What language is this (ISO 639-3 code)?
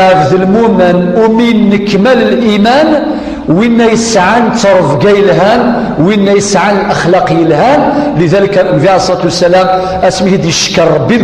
kab